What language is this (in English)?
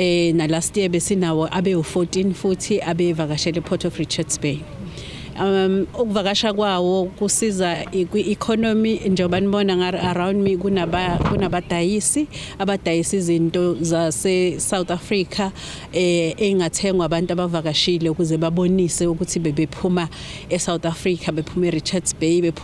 Zulu